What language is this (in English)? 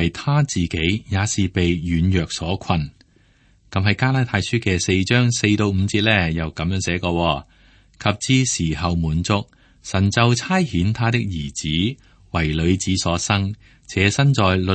Cantonese